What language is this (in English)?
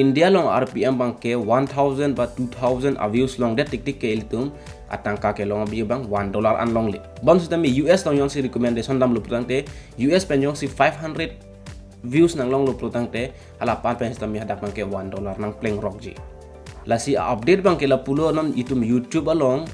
Karbi